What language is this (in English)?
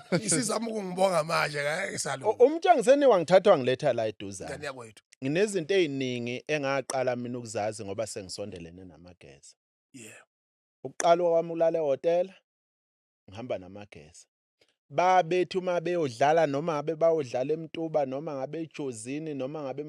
Zulu